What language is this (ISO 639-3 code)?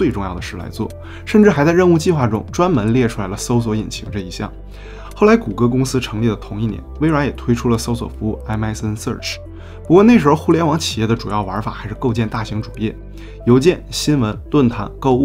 zho